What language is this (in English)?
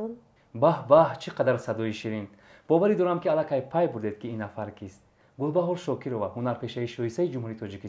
Tajik